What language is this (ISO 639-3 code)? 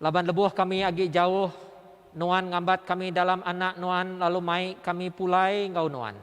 iba